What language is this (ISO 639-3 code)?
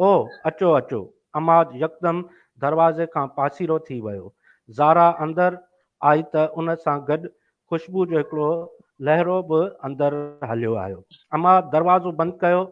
snd